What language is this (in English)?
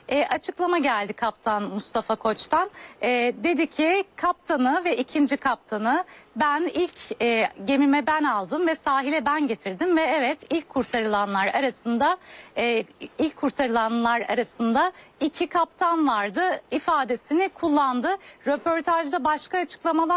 Turkish